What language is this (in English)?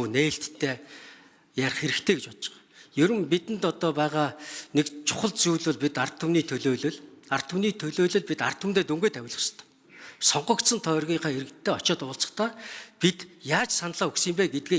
Mongolian